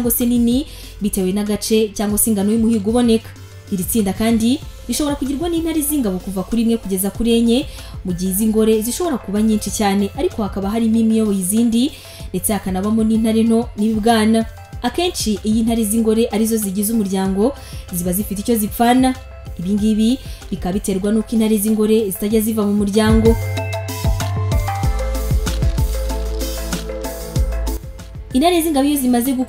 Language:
Kinyarwanda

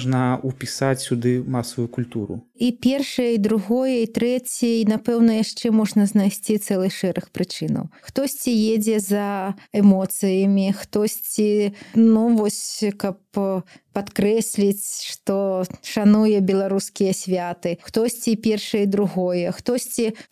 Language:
Belarusian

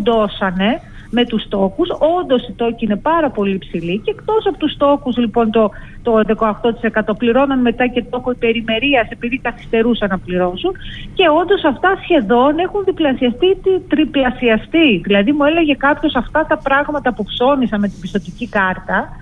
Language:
Greek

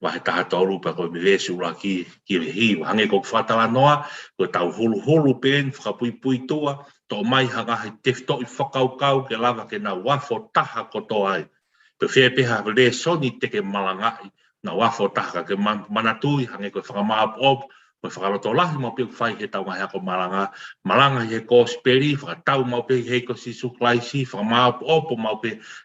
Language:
Tongan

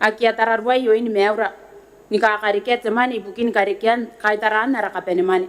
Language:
Gilbertese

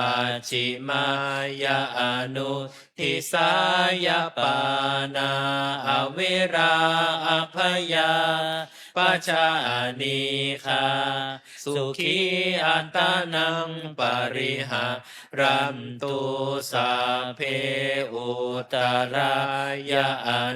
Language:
Pali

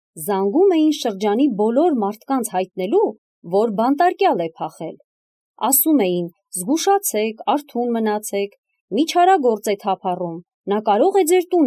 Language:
Armenian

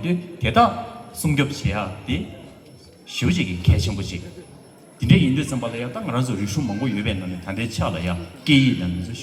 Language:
Tibetan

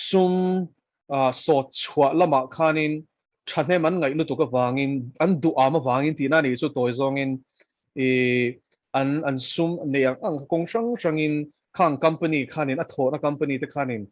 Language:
Mizo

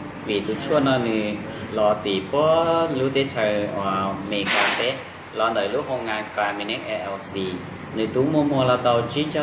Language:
Hmong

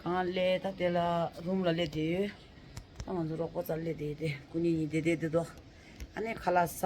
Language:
Tibetan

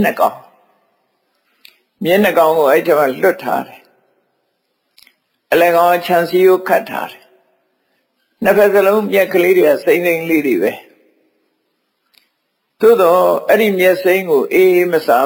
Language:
Burmese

